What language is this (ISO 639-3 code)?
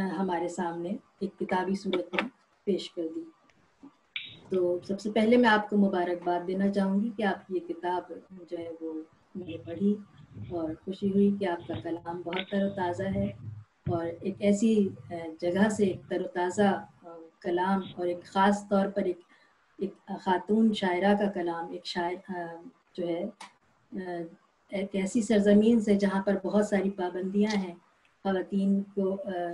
urd